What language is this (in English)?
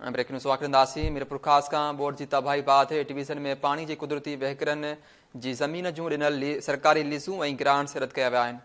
Sindhi